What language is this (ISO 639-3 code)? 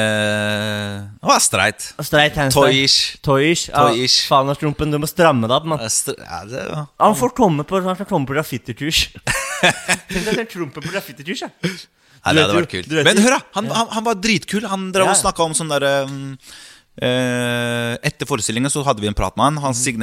nor